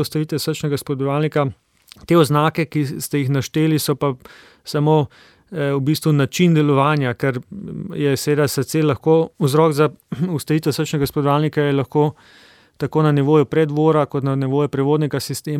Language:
Slovenian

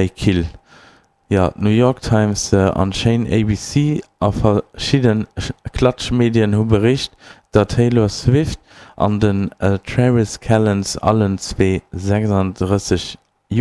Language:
Luxembourgish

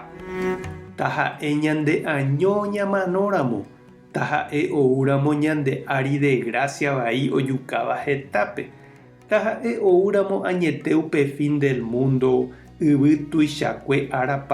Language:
Guarani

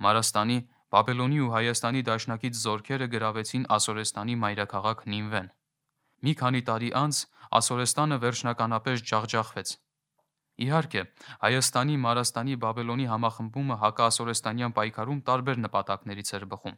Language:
Armenian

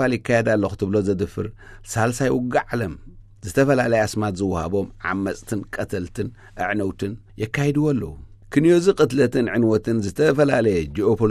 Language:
Tigrinya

